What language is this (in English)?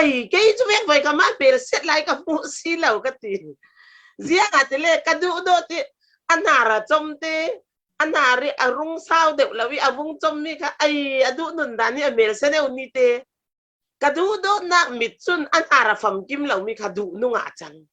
Falam Chin